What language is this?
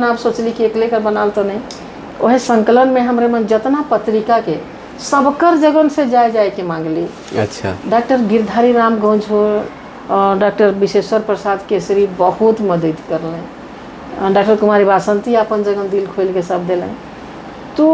Sadri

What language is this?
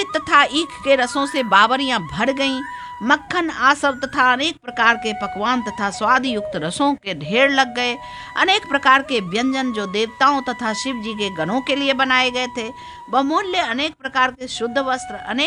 Hindi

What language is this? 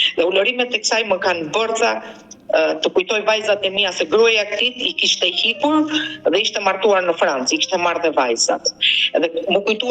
Albanian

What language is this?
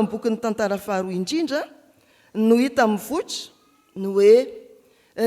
Malagasy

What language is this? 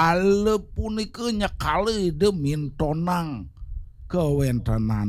Balinese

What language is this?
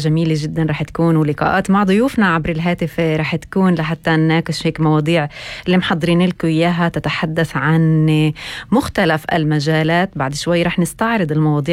North Levantine Arabic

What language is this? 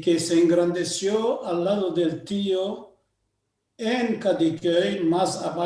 Ladino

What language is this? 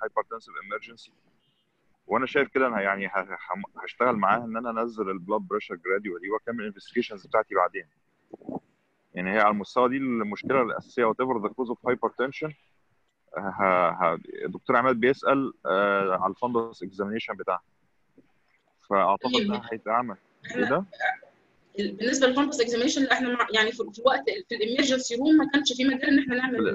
Egyptian Arabic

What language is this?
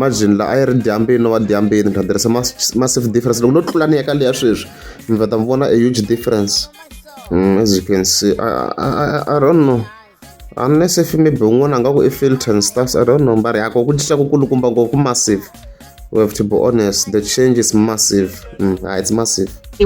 Tsonga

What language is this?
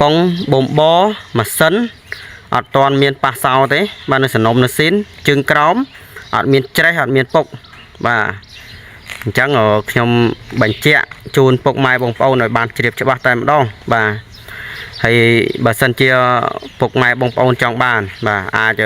Khmer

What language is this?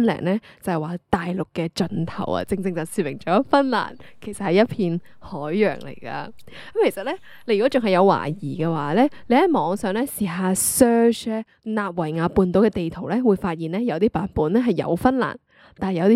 Cantonese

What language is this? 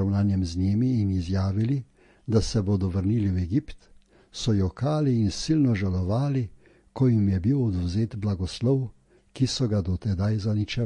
Slovenian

